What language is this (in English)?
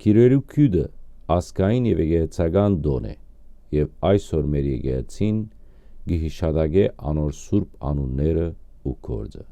Western Armenian